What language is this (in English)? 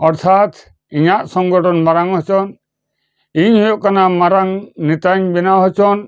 Santali